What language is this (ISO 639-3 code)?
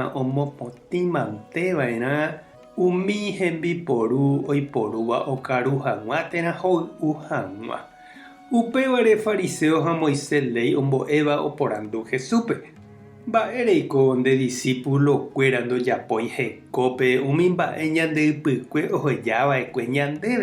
grn